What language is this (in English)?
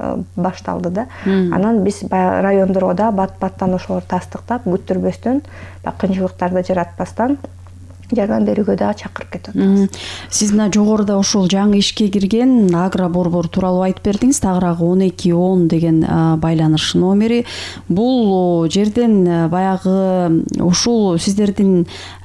Kyrgyz